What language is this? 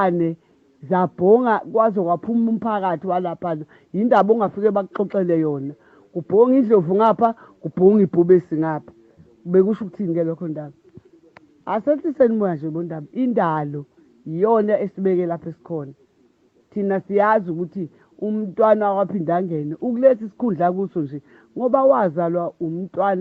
Zulu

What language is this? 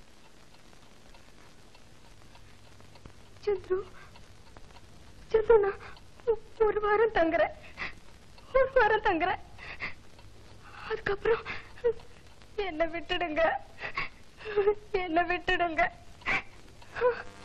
Tamil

